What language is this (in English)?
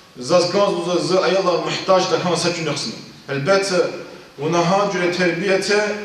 Lezghian